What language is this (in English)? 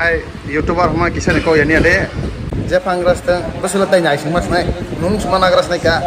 Kok Borok